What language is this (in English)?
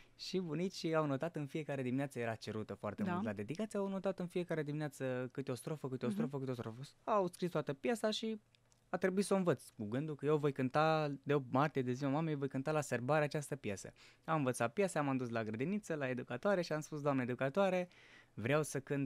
Romanian